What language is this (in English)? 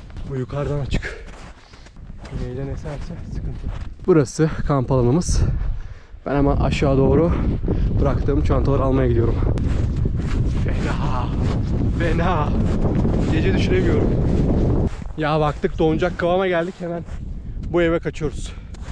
Turkish